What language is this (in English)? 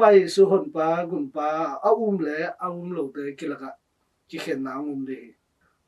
Tedim Chin